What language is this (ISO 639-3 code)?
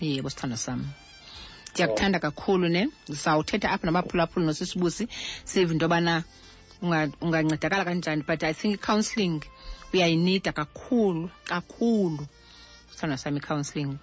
xho